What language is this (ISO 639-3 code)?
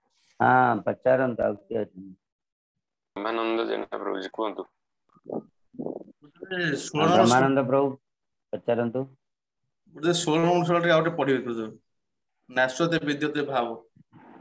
ori